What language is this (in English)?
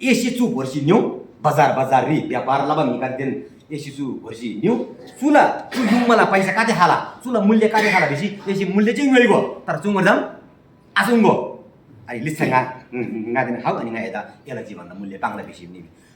Eastern Tamang